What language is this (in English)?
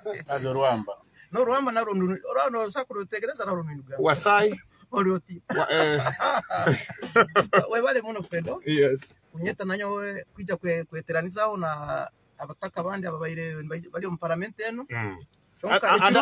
Nyoro